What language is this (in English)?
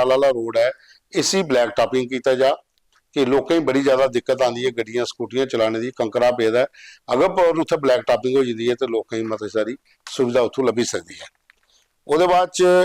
Dogri